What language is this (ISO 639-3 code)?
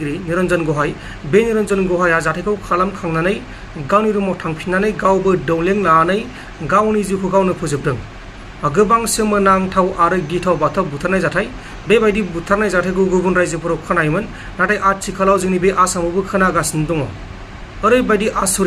brx